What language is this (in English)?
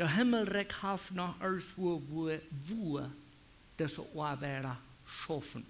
Plautdietsch